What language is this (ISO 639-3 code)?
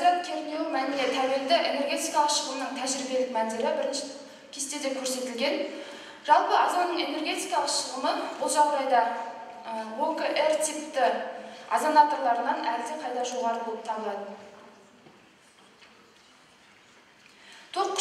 kaz